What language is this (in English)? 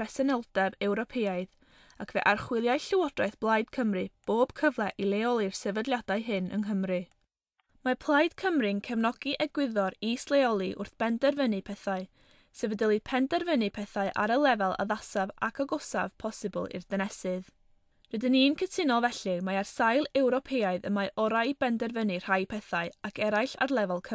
Welsh